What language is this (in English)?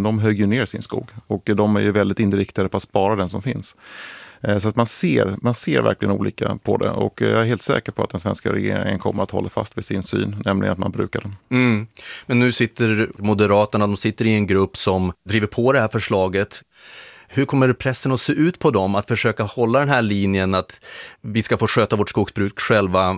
Swedish